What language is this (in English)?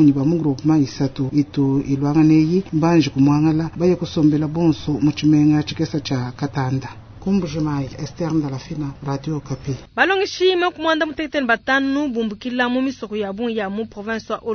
Luba-Lulua